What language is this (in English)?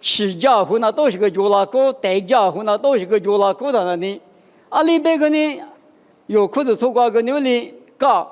Lisu